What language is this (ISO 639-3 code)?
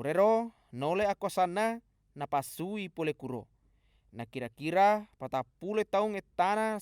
bug